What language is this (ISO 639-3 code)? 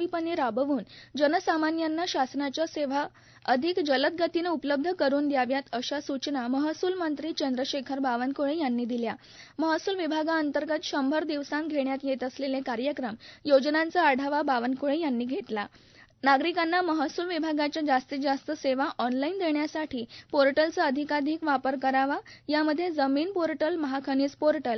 mar